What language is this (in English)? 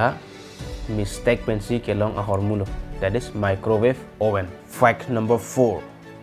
Karbi